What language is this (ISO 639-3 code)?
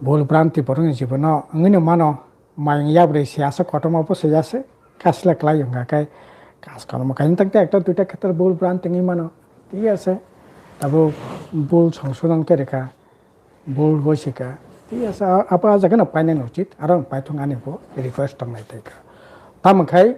trp